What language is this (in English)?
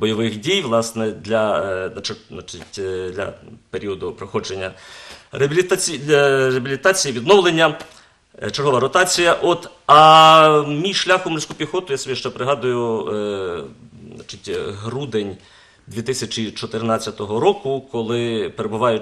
Ukrainian